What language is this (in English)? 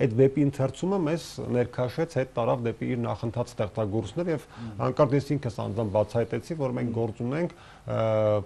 Armenian